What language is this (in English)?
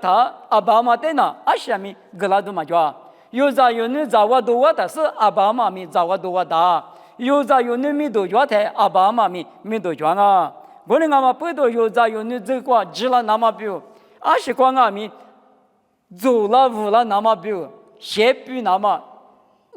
Lisu